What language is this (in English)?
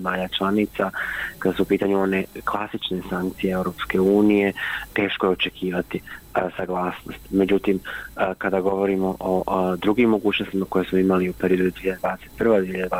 Bosnian